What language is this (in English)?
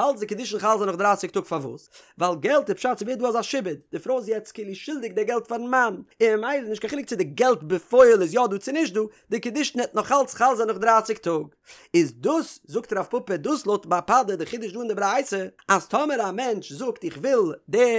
Yiddish